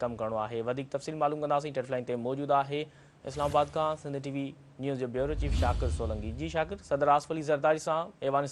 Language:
Sindhi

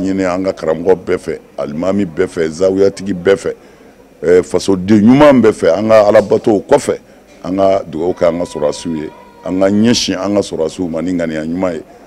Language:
Bambara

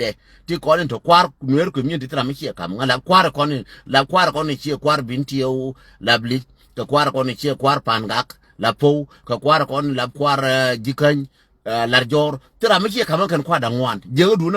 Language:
Nuer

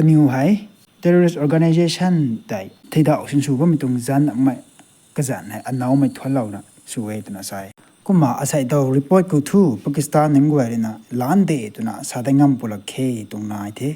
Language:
Rongmei Naga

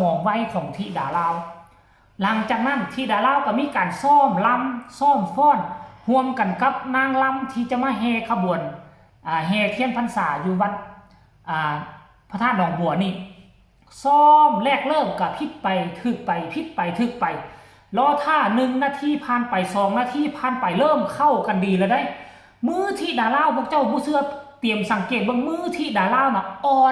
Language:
Northeastern Thai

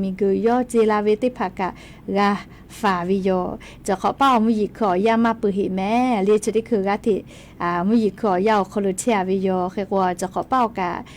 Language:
Lahu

